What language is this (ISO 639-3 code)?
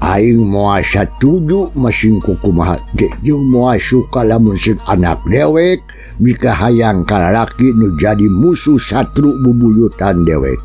sun